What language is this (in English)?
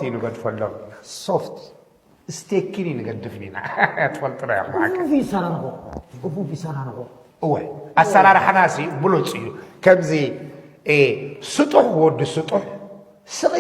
Tigrinya